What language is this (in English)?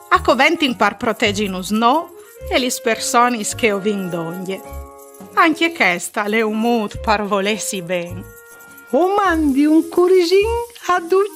Friulian